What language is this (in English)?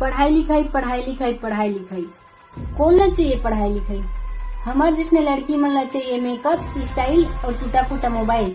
Chhattisgarhi